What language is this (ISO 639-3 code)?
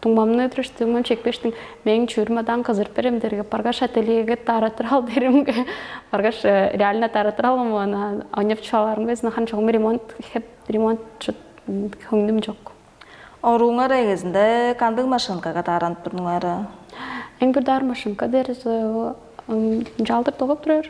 tyv